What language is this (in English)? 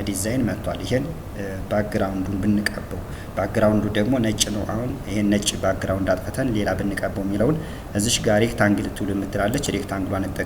Amharic